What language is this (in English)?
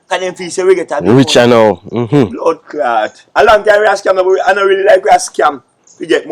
Jamaican Creole English